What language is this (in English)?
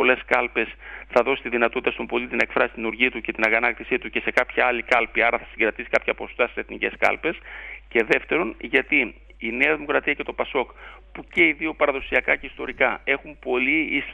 Greek